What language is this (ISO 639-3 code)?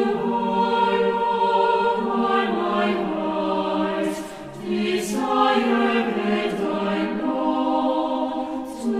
quh